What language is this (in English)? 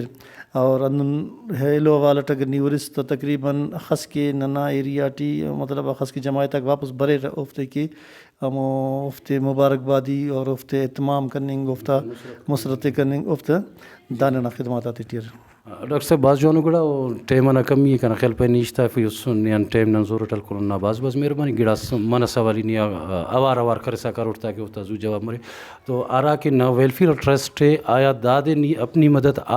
Brahui